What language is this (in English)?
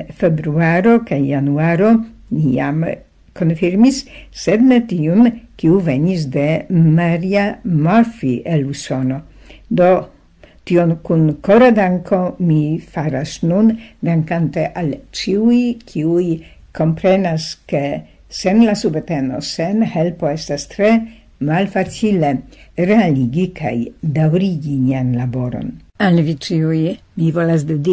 Esperanto